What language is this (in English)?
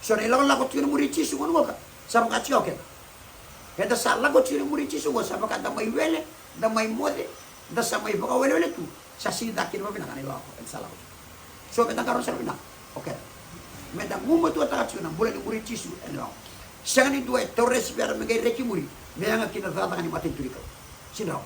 Fijian